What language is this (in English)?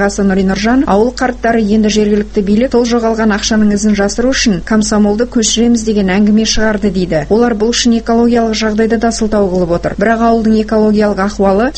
Kazakh